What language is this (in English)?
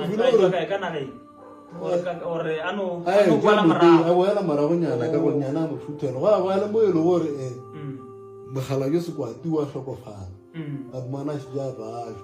Northern Sotho